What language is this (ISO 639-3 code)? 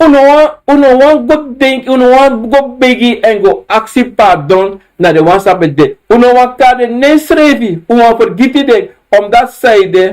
srn